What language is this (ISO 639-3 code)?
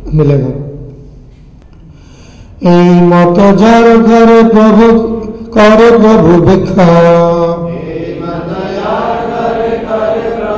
hin